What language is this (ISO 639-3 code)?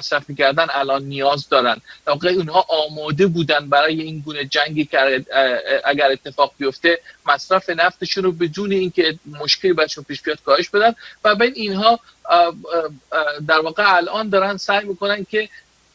fas